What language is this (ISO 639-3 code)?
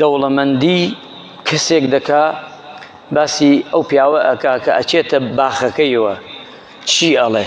ckb